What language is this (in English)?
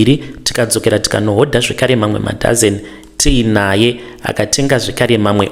Shona